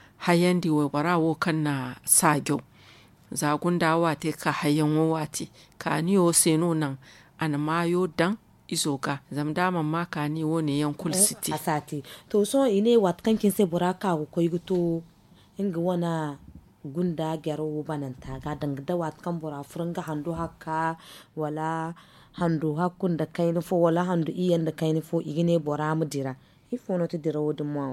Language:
Zarma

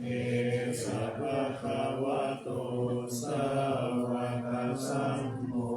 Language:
Pali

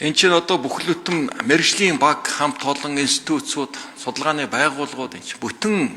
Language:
Mongolian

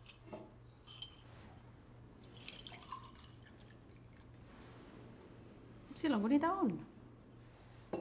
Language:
Finnish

